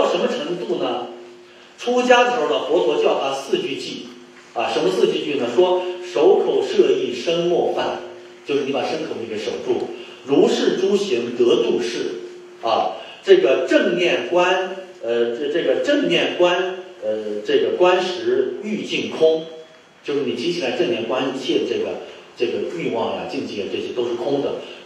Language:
Chinese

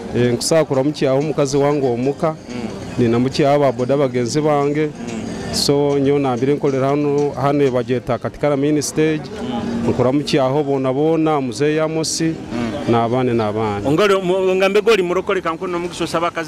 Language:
Nyoro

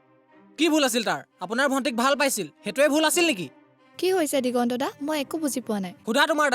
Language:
Assamese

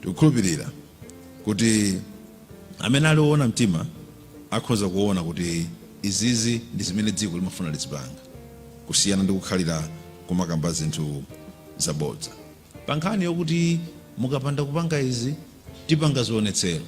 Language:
Nyanja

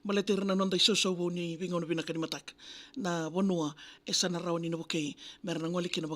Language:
Fijian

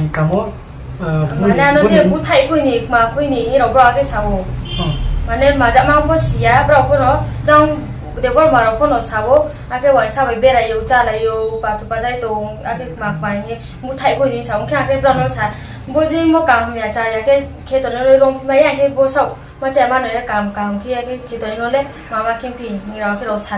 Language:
Riang (India)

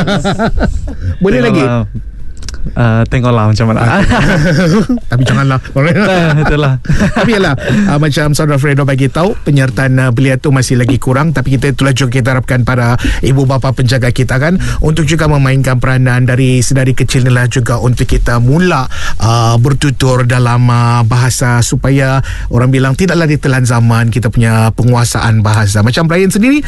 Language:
Malay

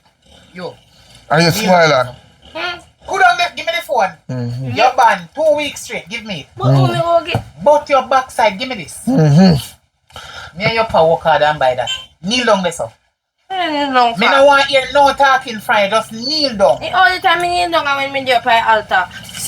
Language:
Jamaican Creole English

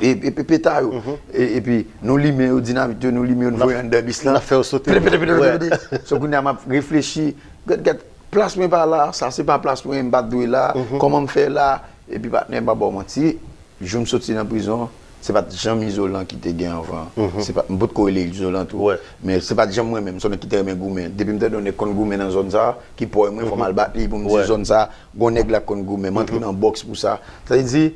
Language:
Haitian Creole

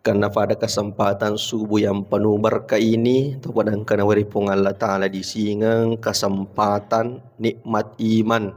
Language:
Buginese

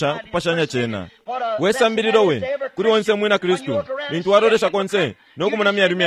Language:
Bemba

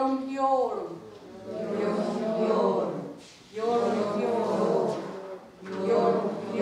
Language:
Mohawk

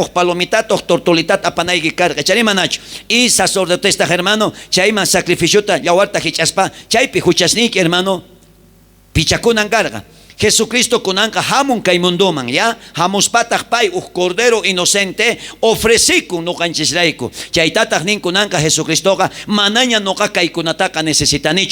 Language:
South Bolivian Quechua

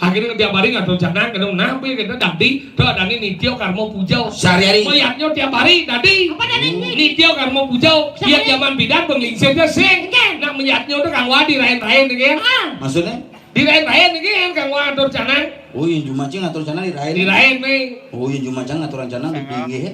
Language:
Balinese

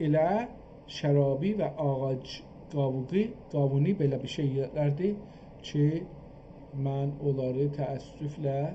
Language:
South Azerbaijani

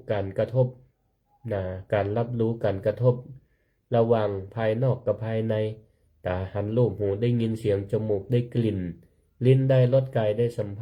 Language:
Northern Thai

